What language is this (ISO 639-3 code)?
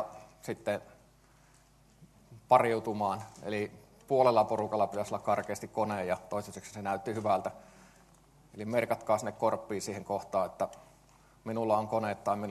fin